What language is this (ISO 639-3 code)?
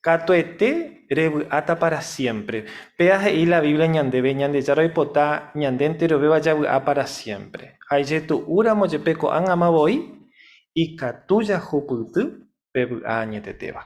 grn